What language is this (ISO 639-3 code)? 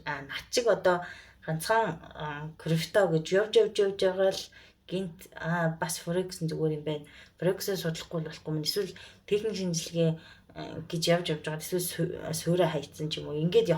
mon